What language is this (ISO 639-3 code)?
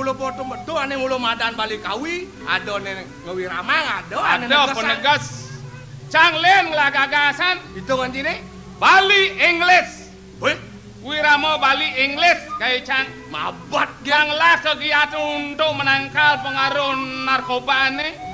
ban